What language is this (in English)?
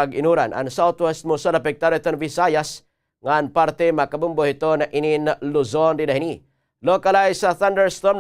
Waray